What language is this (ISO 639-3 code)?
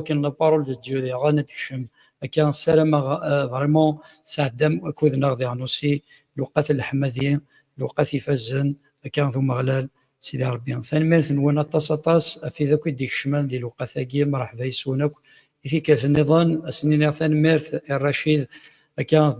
kab